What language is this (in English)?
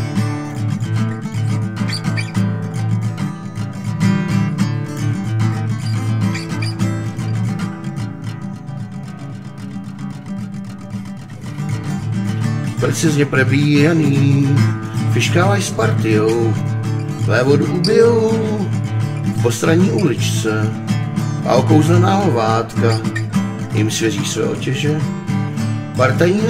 Czech